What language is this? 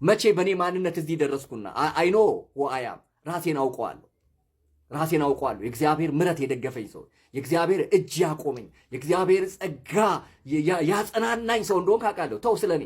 Amharic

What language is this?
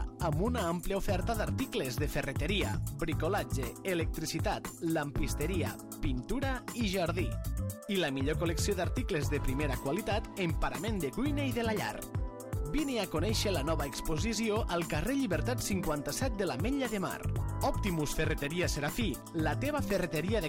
Catalan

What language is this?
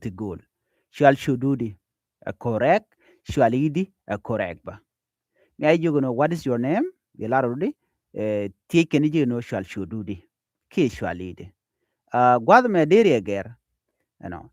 Nuer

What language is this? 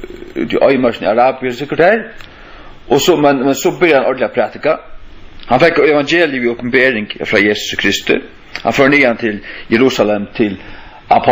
Faroese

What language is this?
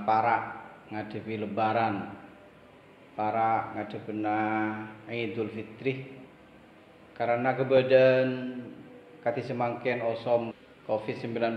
Madurese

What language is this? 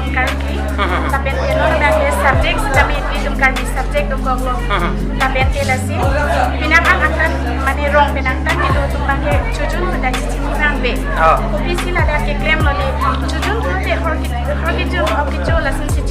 Karbi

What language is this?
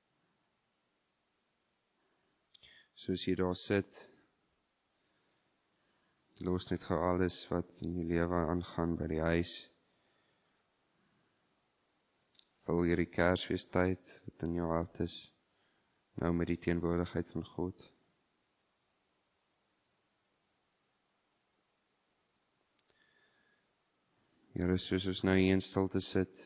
Afrikaans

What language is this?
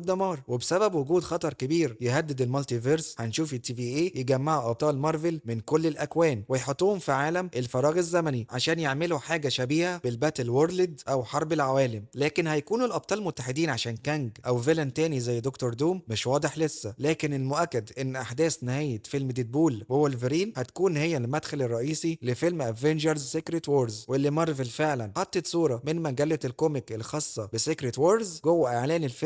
Egyptian Arabic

